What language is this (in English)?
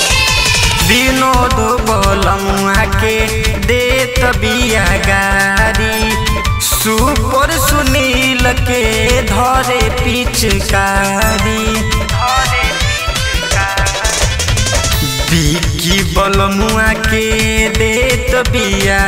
Bhojpuri